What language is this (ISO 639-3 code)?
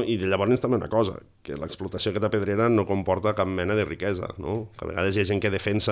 cat